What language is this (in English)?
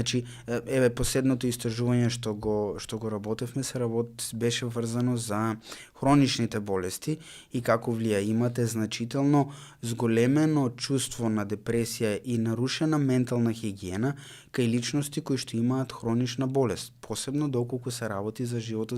Macedonian